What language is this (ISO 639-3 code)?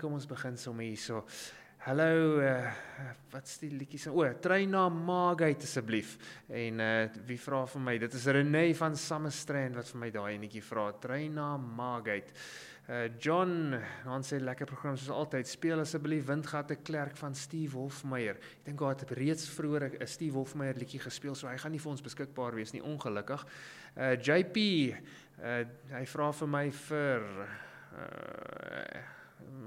afr